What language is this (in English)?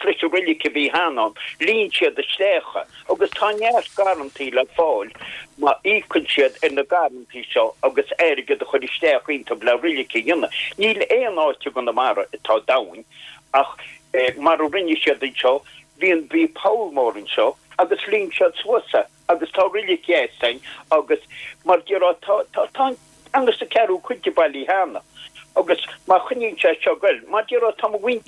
Irish